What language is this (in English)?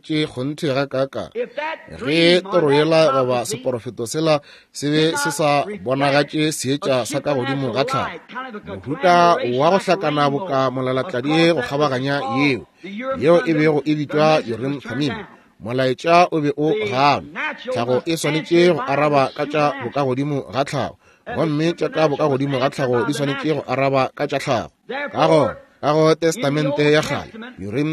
Northern Sotho